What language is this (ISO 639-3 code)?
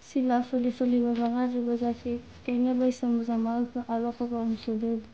nia